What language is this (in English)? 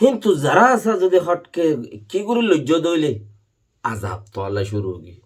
Rohingya